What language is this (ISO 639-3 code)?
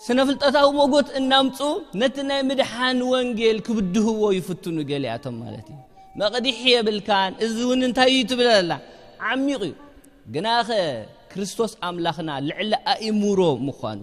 tir